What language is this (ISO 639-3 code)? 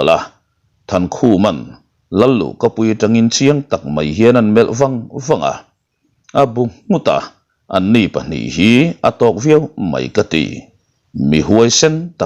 lus